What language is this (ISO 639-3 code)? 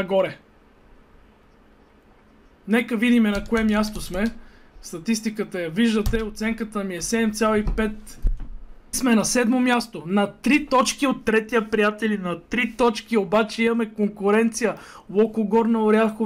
bul